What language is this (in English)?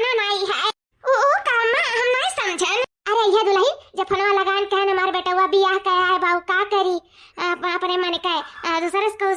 Awadhi